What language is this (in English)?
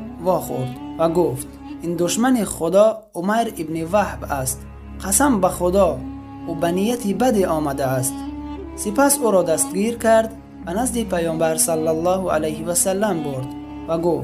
Tajik